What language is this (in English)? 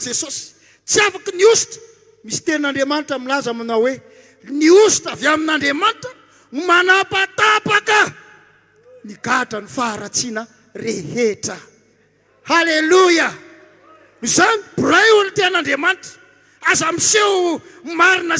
Malagasy